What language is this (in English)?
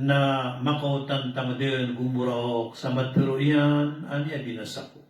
Maranao